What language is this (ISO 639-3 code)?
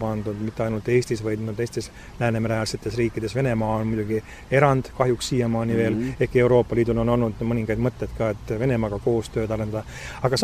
est